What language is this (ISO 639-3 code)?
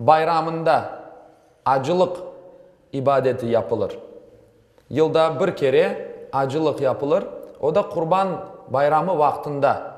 crh